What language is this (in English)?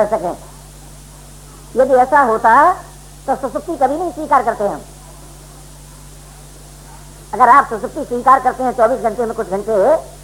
Hindi